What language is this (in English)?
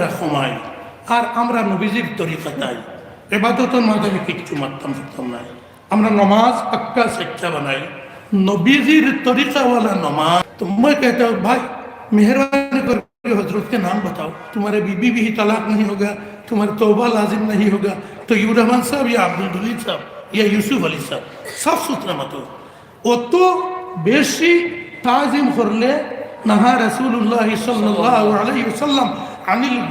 Sylheti